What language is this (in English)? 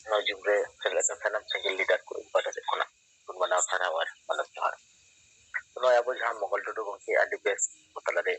Santali